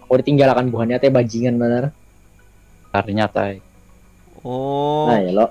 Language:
Banjar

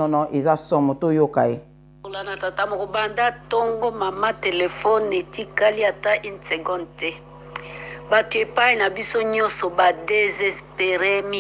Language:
Lingala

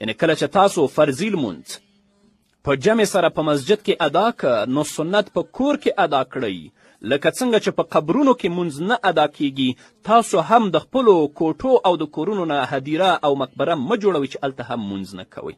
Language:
Pashto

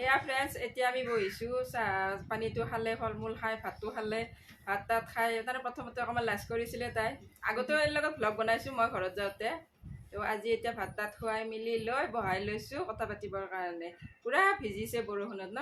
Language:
Assamese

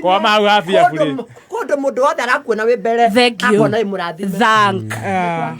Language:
Kikuyu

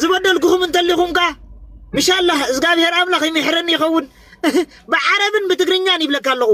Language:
Tigrinya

